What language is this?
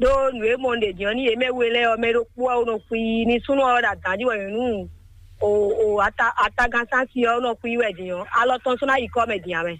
Fon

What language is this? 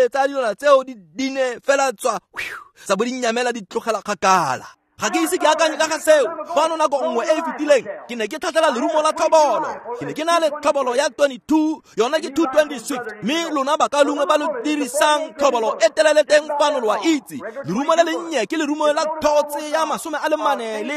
Tswana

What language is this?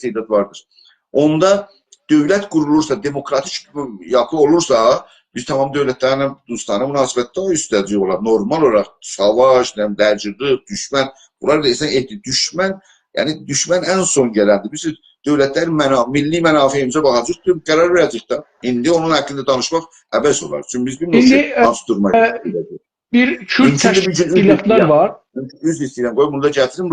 South Azerbaijani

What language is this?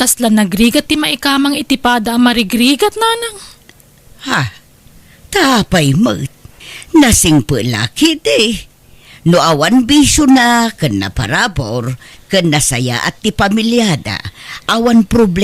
Iloko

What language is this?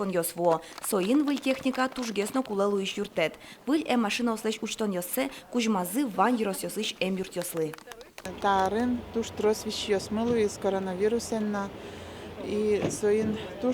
Udmurt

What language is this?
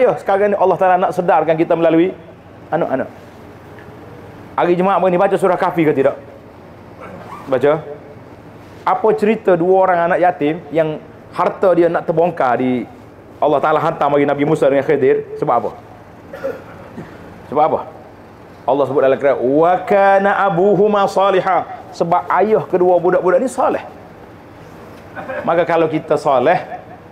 Malay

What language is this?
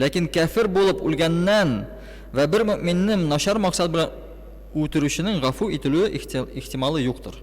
Tatar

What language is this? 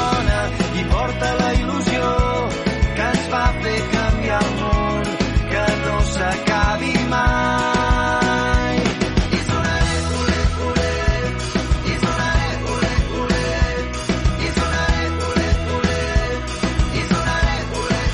Catalan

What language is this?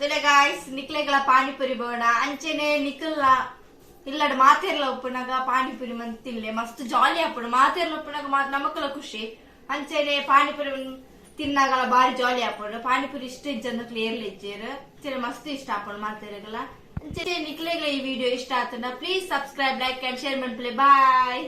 Tulu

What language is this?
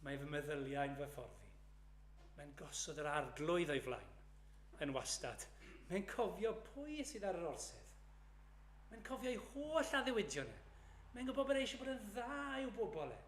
Welsh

